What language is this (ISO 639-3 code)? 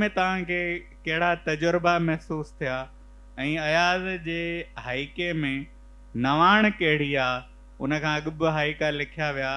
snd